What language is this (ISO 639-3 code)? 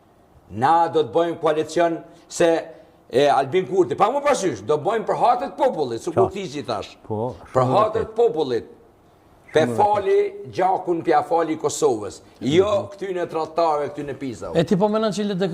sqi